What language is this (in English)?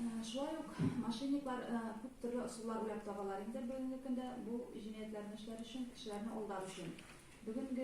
Tatar